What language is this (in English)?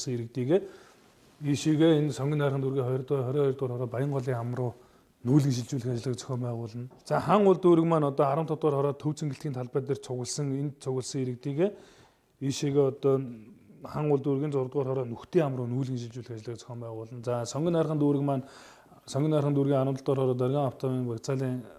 Mongolian